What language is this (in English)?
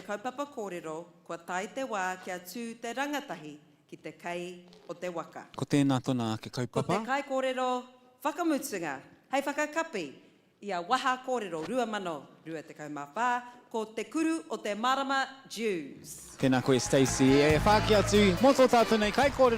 Māori